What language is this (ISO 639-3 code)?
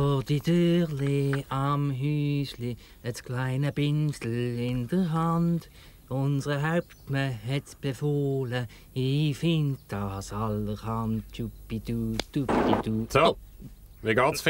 gsw